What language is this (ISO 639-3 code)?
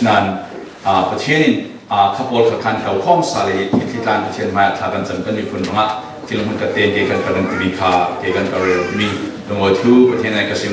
cfm